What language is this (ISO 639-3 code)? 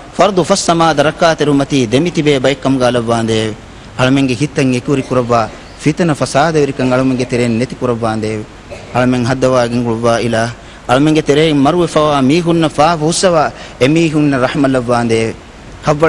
div